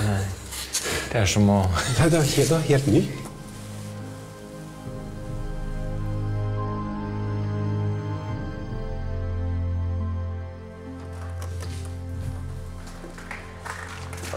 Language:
Norwegian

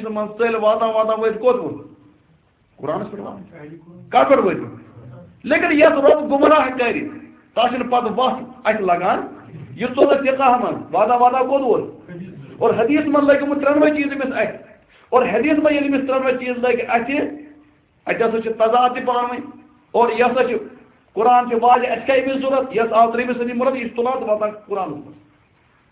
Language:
Kashmiri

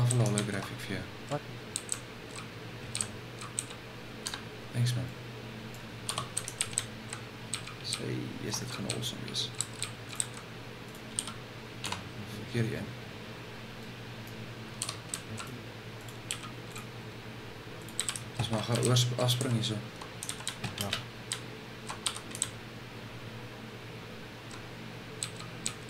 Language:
Afrikaans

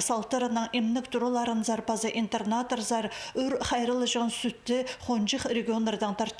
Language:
Khakas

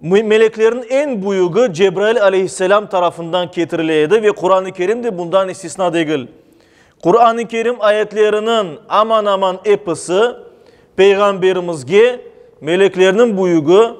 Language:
Crimean Tatar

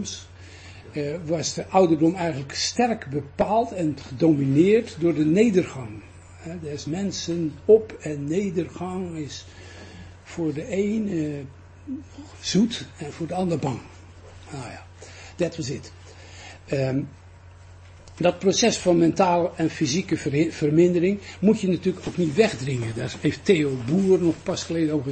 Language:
Dutch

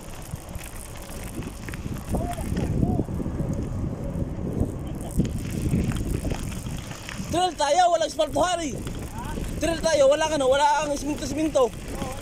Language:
Filipino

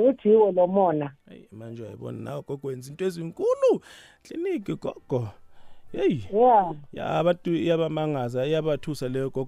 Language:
South Ndebele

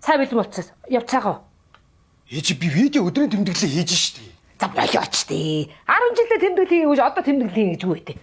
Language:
Mongolian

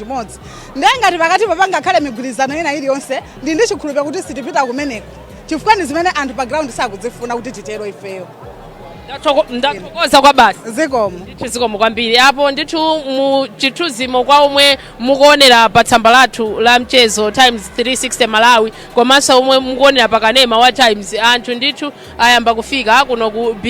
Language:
Nyanja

